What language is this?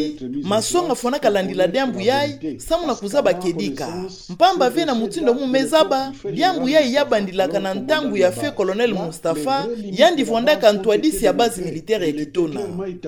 Kituba (Democratic Republic of Congo)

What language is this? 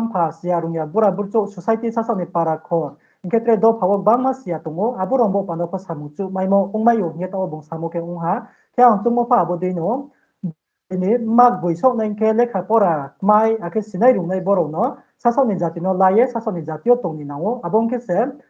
Riang (India)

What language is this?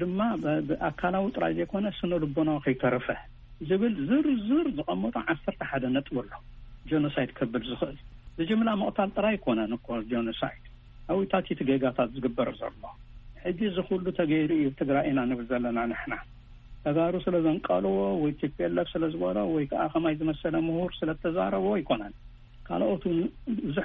Tigrinya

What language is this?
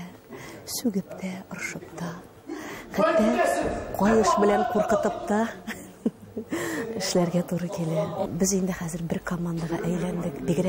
Tatar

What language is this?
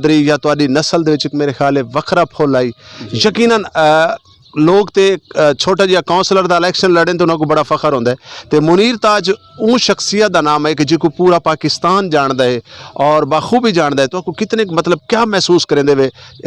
Western Panjabi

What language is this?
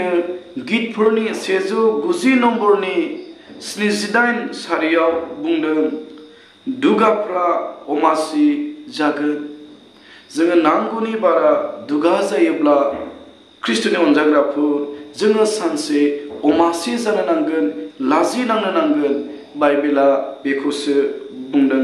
Bodo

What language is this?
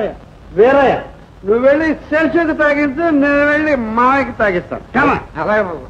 Telugu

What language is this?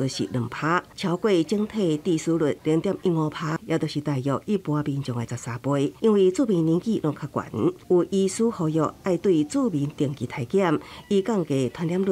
Min Nan Chinese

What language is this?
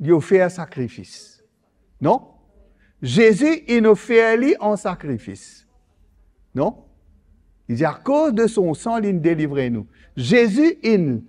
Morisyen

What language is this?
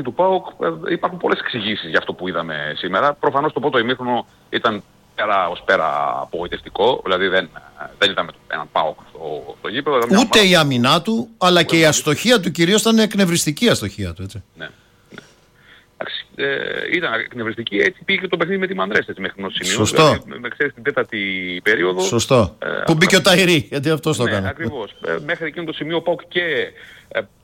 Greek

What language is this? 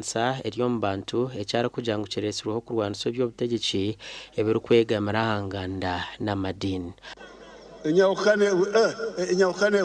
Nyankole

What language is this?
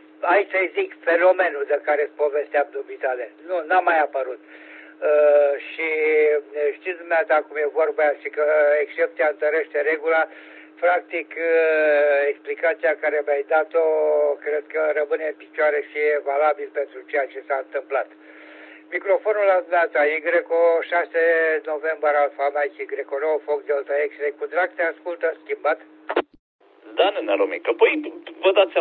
Romanian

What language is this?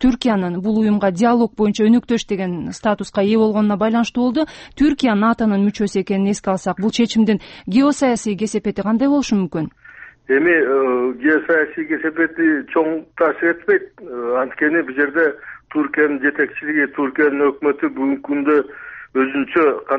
Kyrgyz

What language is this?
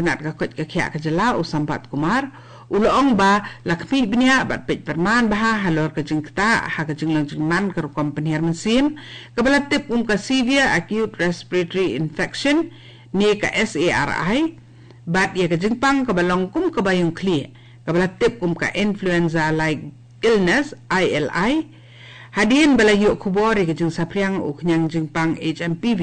Khasi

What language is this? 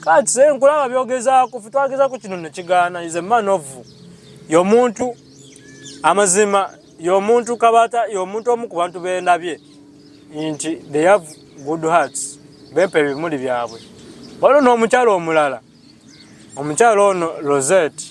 Ganda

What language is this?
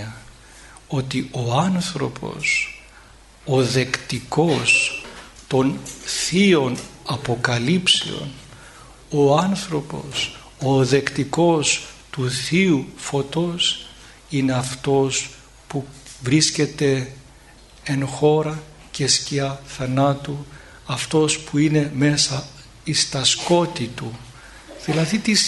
Greek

